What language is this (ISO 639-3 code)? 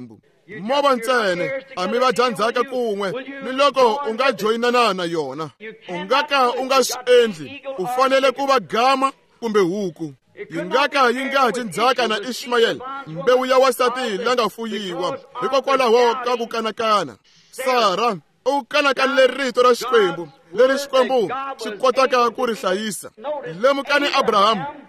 tso